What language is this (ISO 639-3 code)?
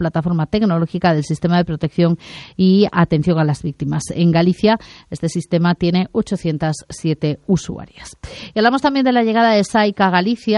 spa